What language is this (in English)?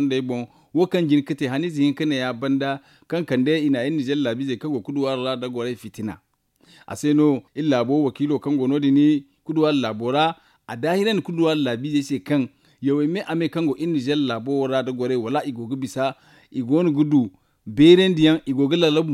Zarma